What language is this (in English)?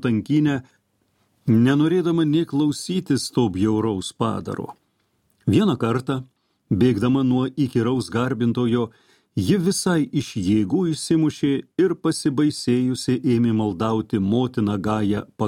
Lithuanian